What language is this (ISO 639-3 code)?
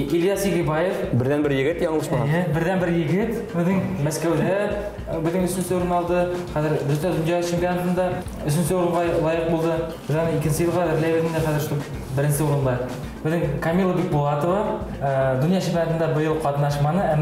bak